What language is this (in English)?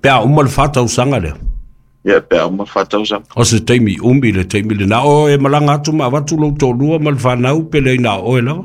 Samoan